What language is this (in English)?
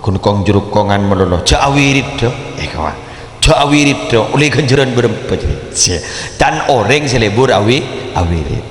Madurese